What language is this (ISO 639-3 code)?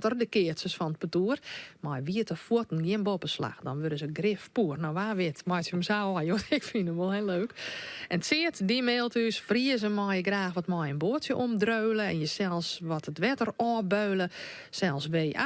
fry